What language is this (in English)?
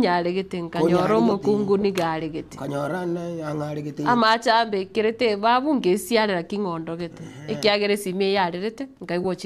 Gusii